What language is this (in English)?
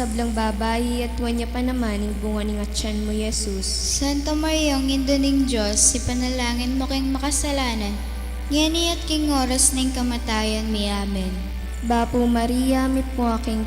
Pampanga